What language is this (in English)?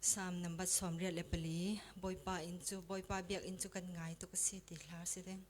Falam Chin